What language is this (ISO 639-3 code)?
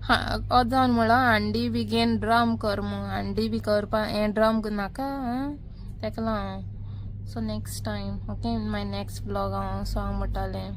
kok